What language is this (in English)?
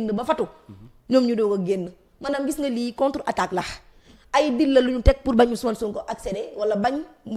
Wolof